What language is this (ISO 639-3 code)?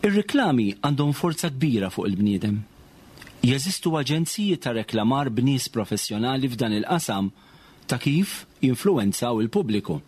mlt